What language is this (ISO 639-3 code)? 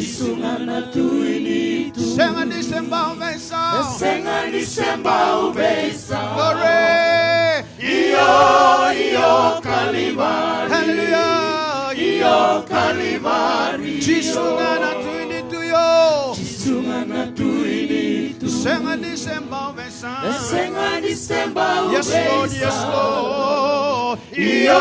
fij